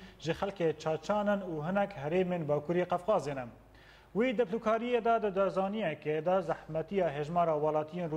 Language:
Kurdish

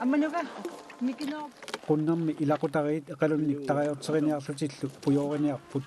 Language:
Kalaallisut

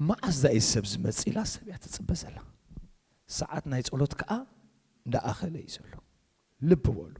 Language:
Tigrinya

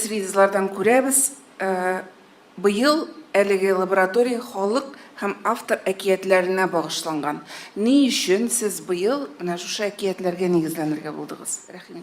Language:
Tatar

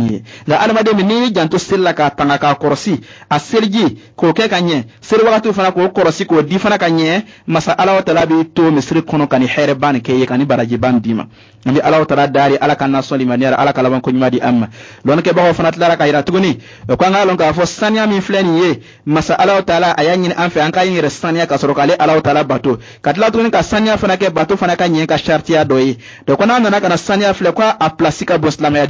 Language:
Bambara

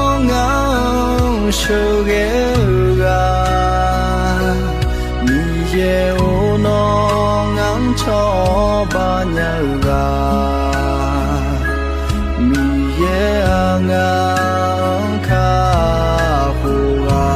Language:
Akha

